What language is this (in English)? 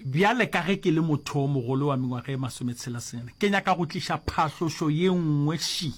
Northern Sotho